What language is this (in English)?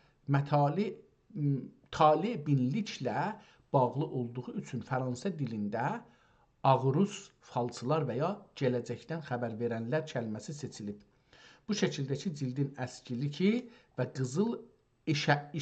South Azerbaijani